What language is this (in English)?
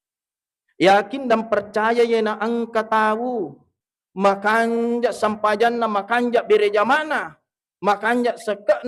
Buginese